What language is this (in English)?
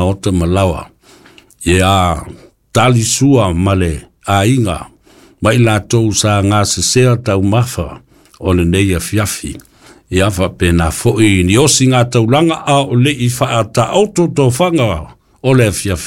Samoan